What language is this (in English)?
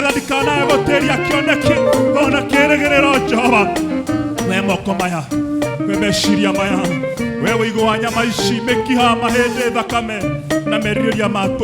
Kikuyu